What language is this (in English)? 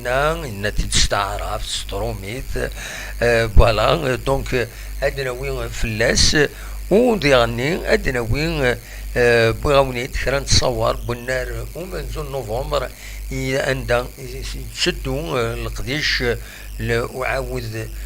Kabyle